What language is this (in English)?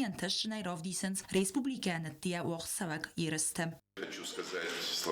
Ossetic